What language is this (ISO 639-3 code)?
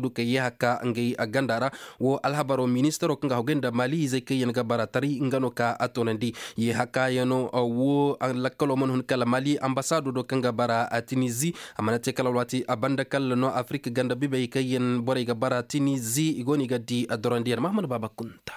ses